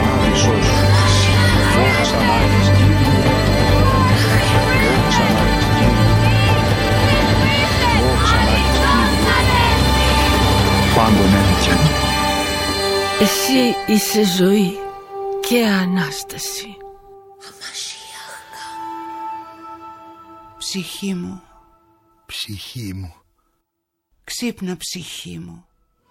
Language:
Greek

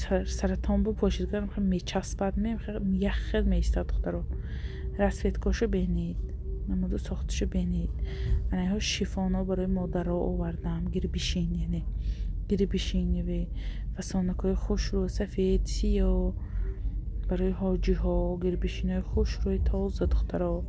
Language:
Tajik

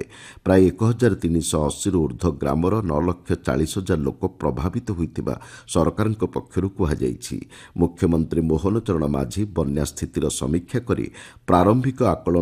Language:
Odia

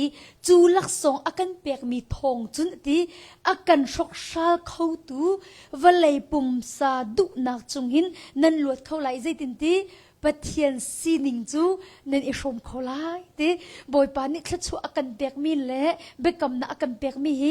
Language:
Hakha Chin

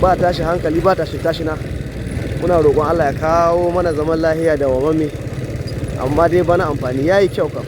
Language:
Hausa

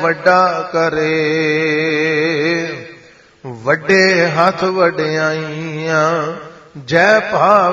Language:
Punjabi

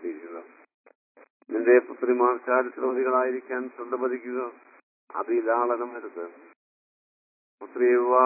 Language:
Malayalam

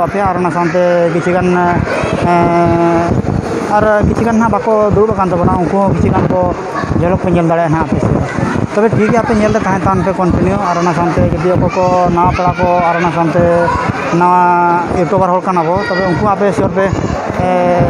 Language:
Santali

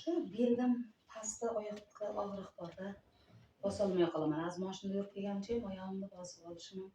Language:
Uzbek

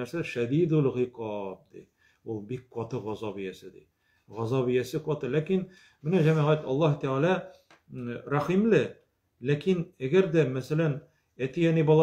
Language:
Tatar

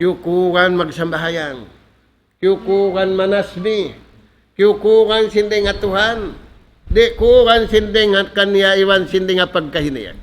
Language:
Tausug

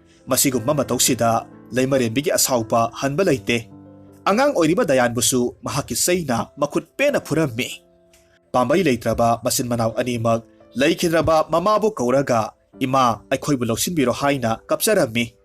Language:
Manipuri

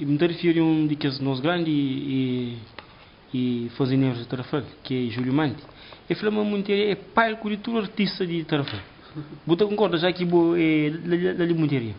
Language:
Kabuverdianu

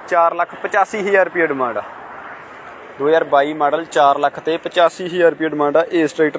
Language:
Punjabi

